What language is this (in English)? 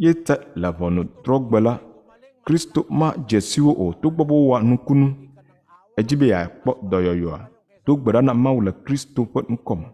Ewe